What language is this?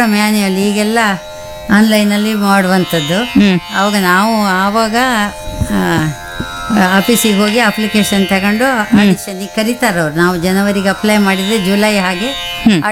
Kannada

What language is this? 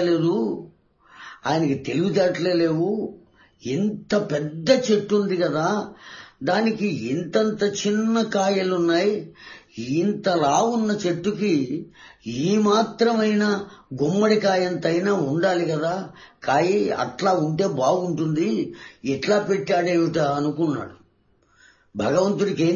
Telugu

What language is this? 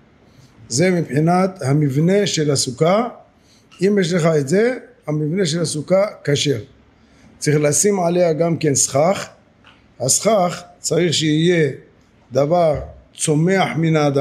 Hebrew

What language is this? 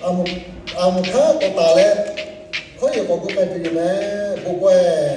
Lahu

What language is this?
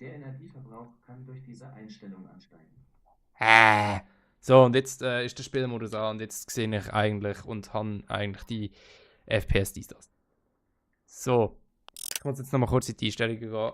Swiss German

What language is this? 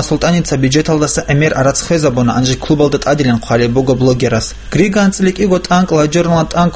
Avaric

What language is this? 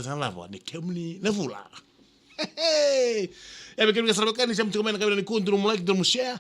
Fijian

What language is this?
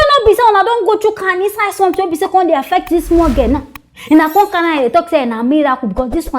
Nigerian Pidgin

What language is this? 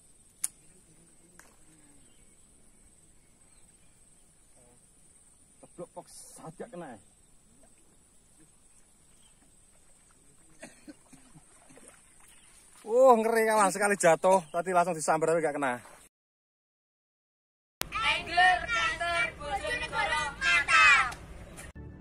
Indonesian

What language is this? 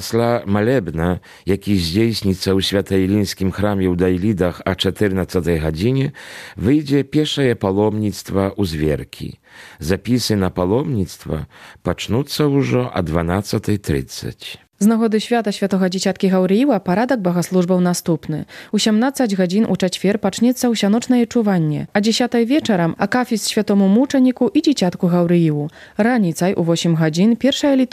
Belarusian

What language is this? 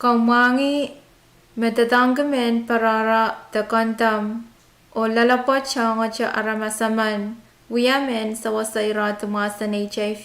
Pohnpeian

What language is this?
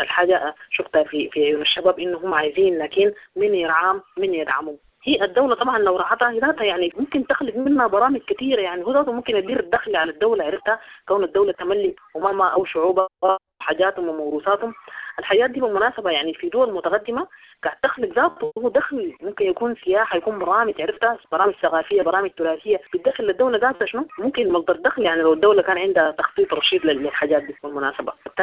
Sudanese Arabic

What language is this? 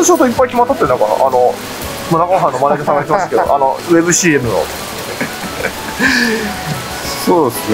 Japanese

